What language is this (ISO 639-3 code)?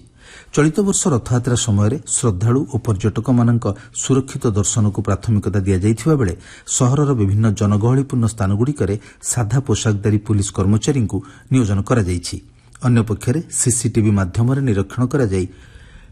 ori